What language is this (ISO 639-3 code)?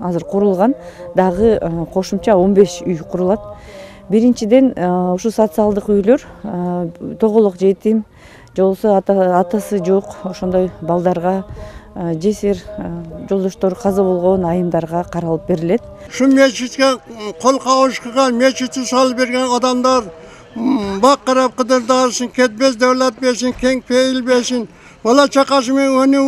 kir